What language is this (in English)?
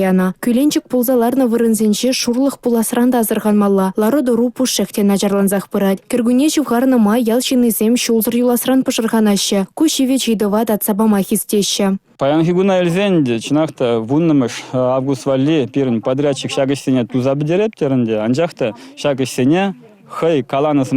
Chuvash